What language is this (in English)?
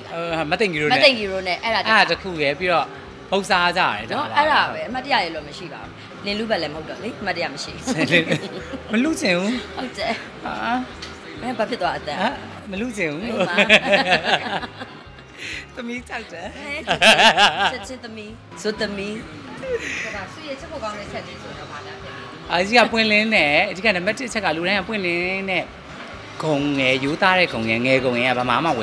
Burmese